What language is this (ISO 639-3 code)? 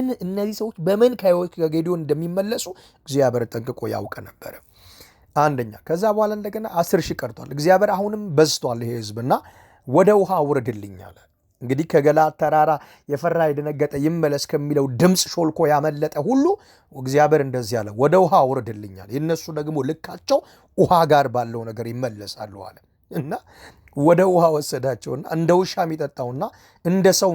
amh